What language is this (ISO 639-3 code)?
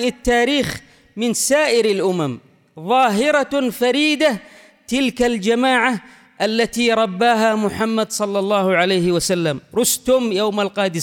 ara